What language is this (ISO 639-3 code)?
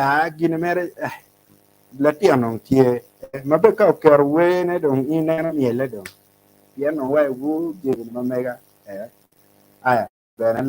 ach